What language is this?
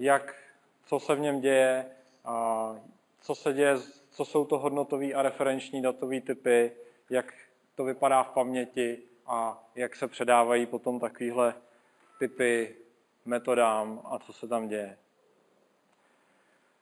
Czech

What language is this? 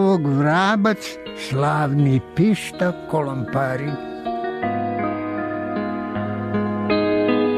Serbian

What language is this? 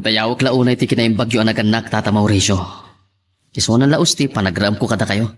Iloko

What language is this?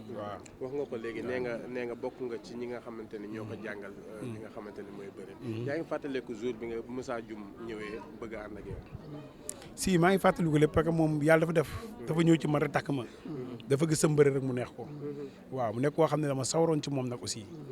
Wolof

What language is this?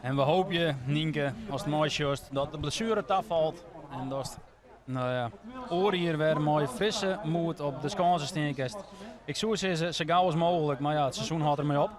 Western Frisian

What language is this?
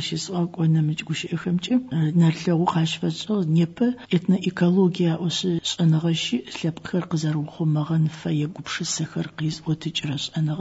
Adyghe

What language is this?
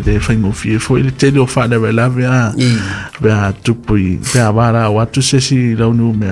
Samoan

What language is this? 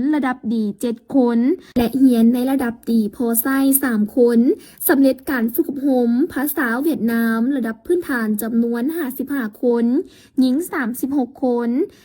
Lao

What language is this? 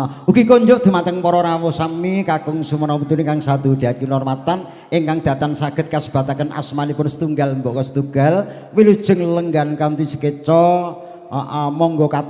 Javanese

